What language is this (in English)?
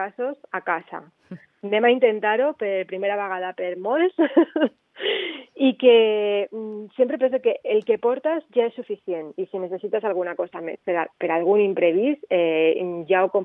Catalan